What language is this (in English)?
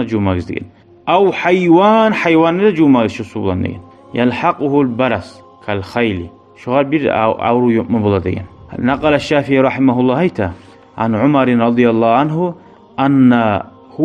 Kumyk